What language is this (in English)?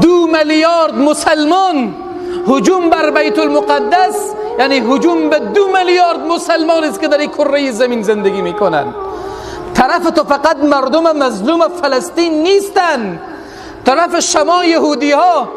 Persian